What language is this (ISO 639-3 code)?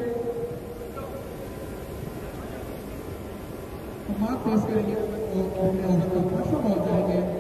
hin